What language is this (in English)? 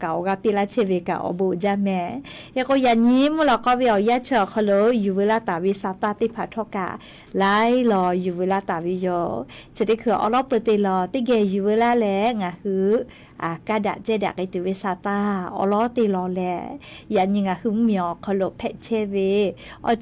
Lahu